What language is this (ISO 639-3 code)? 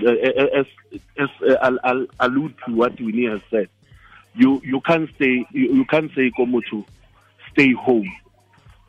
tsn